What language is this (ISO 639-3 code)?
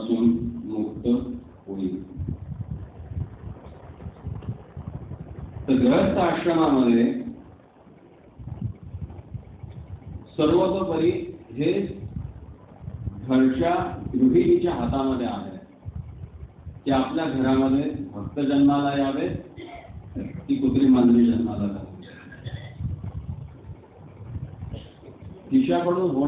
mar